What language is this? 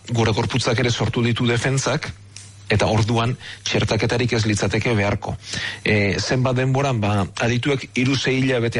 Basque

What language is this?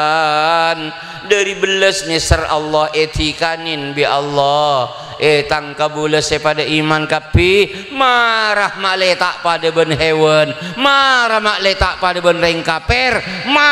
Madurese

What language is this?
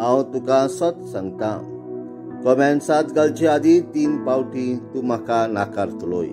Konkani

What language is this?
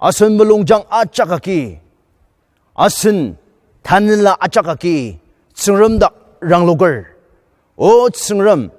Ao Naga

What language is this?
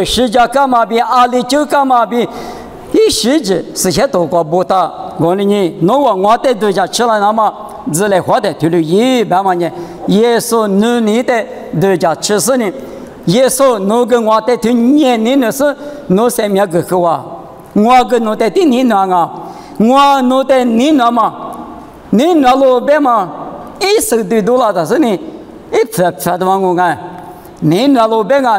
Lisu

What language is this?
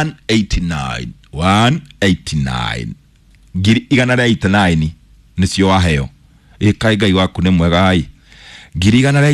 Kikuyu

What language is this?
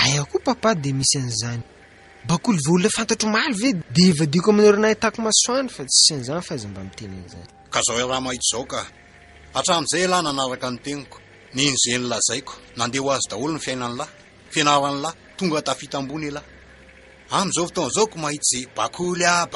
Malagasy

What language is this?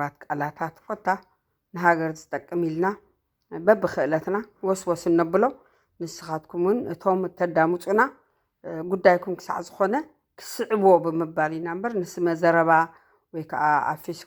Tigrinya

